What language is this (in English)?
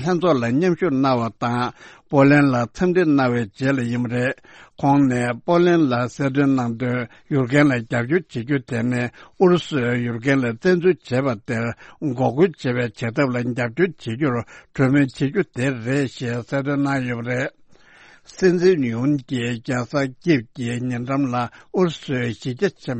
Tibetan